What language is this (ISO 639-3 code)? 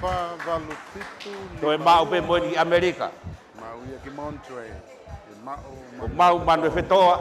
ton